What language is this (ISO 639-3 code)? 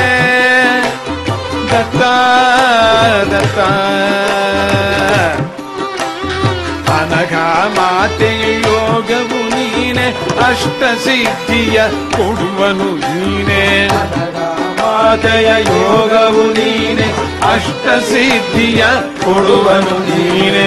kan